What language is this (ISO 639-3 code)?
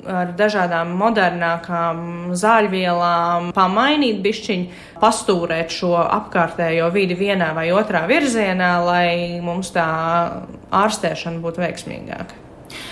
lav